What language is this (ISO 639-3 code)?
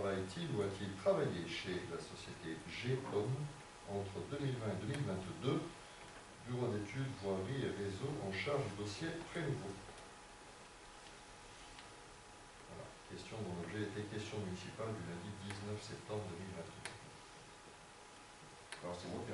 fra